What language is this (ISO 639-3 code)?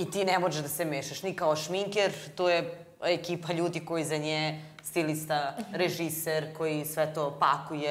srp